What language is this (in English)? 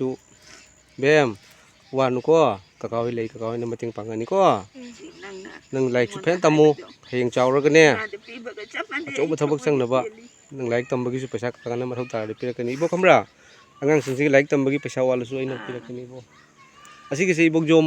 Manipuri